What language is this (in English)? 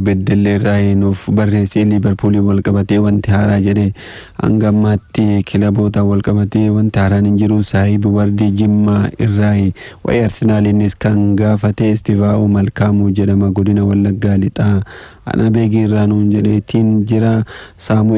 Oromo